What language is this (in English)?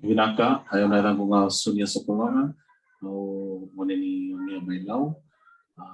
Fijian